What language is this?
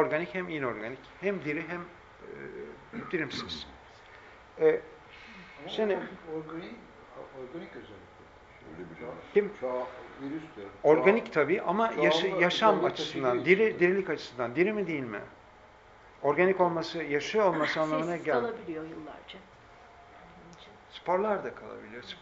Turkish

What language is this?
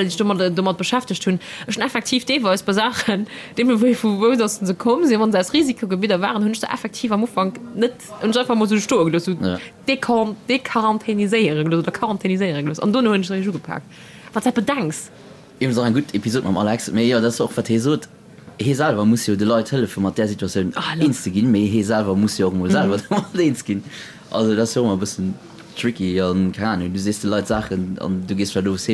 Luxembourgish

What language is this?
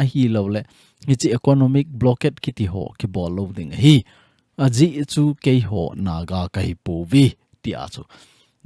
Thado Chin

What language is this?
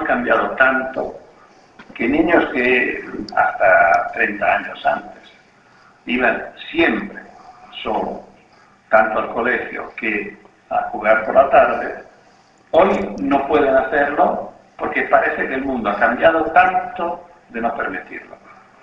Spanish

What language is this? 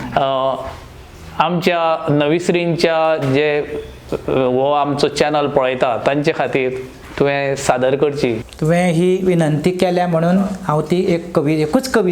Konkani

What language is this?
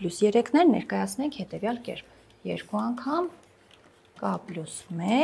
Armenian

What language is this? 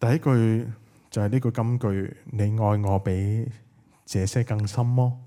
Cantonese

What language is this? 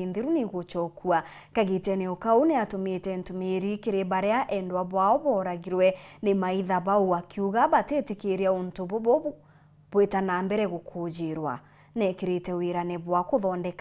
Meru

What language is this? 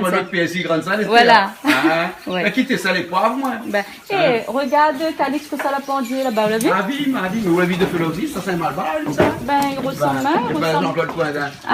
Réunion Creole French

